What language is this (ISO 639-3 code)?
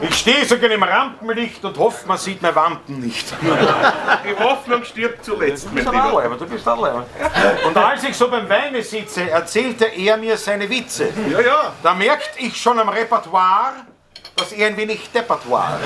bar